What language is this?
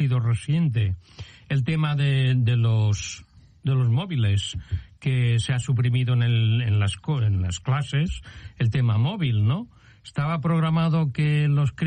Spanish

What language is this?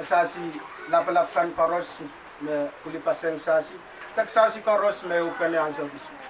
Pohnpeian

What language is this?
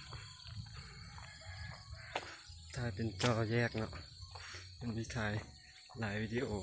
Lao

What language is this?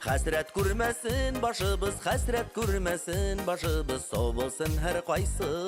Bashkir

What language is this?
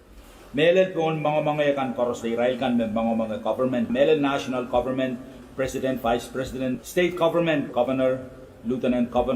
Pohnpeian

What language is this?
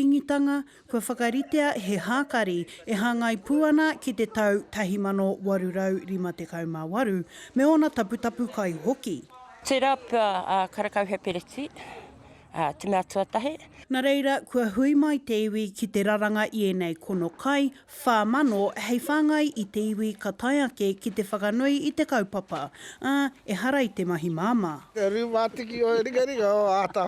Māori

